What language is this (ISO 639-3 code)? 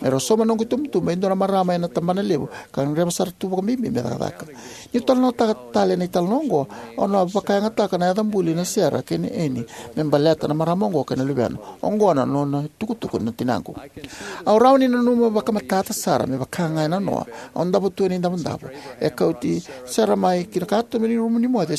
fij